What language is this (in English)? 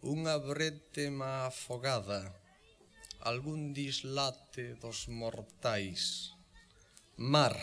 Galician